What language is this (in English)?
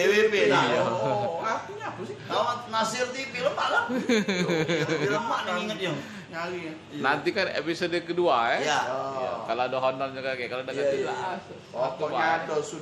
Musi